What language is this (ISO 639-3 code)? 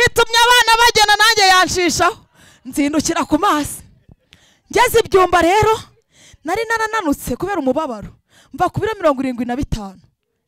kin